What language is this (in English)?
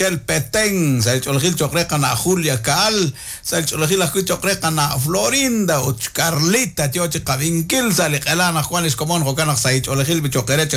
Kekchí